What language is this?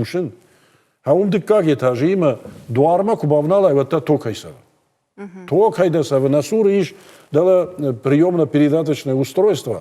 Ossetic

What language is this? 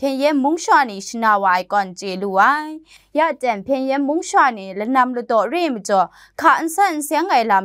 Kachin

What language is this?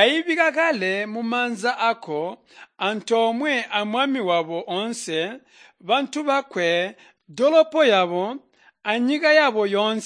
Tonga (Zambia)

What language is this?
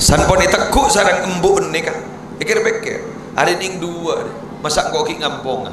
Madurese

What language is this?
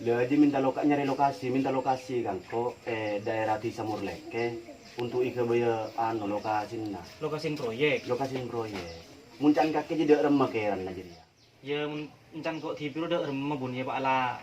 Madurese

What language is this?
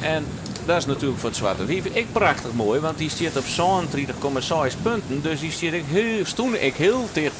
Western Frisian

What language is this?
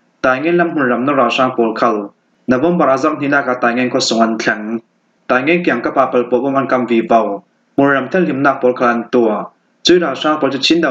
Falam Chin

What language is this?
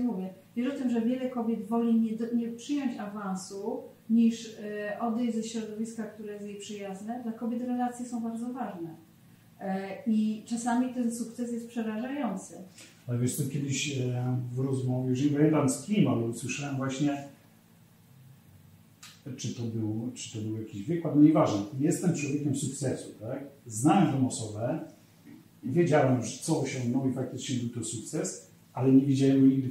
Polish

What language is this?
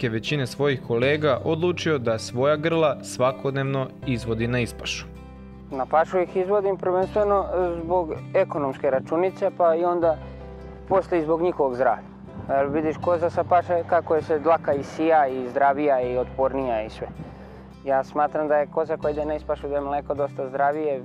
Serbian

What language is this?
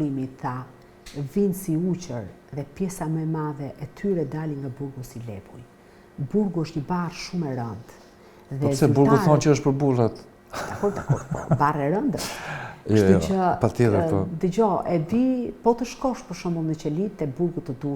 Albanian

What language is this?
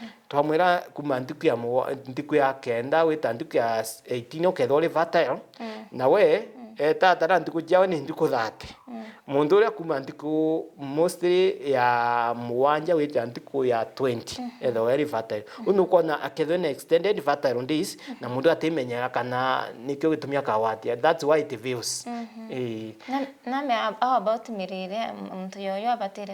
Meru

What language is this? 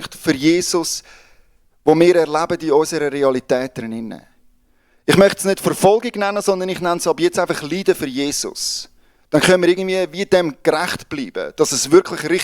Swiss German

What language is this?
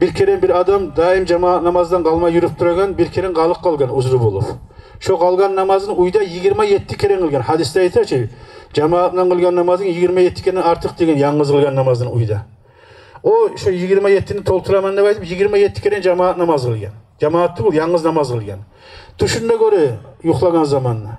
Kumyk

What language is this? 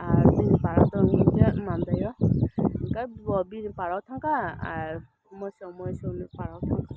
Kok Borok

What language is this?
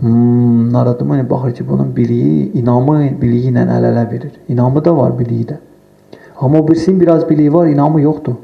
Azerbaijani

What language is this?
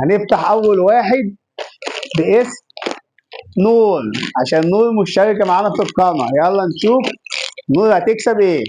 Egyptian Arabic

